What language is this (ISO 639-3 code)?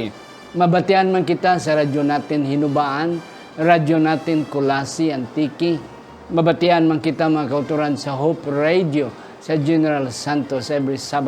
hil